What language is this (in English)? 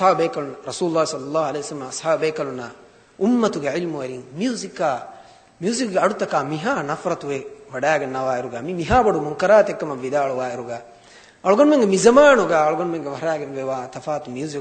Divehi